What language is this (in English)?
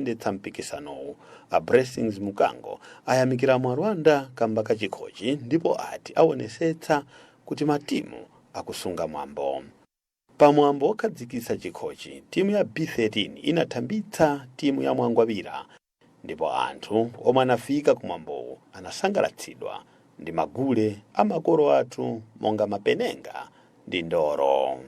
Nyanja